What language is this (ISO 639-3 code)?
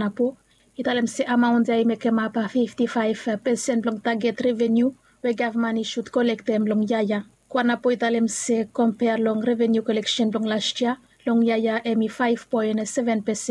bis